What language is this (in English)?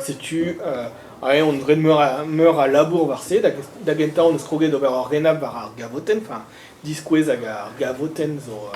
Breton